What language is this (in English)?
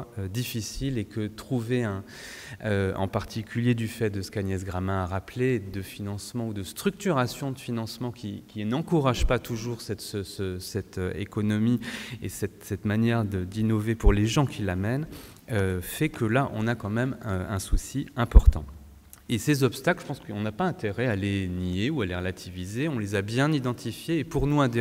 French